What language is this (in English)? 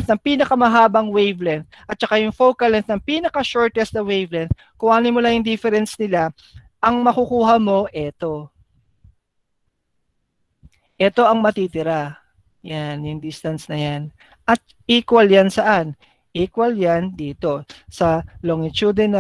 Filipino